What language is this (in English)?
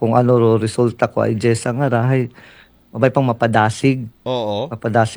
Aklanon